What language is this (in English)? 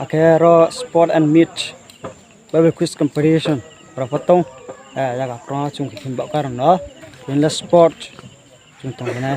Riang (India)